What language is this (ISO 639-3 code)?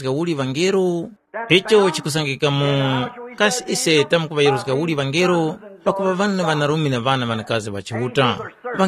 tum